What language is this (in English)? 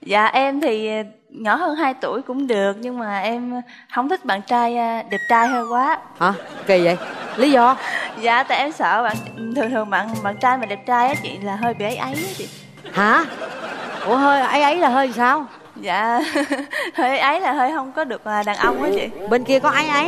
Vietnamese